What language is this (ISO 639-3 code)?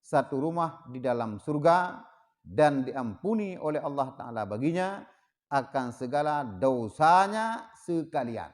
ace